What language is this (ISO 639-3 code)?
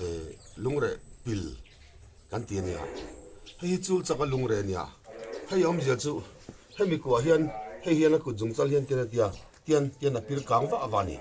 lus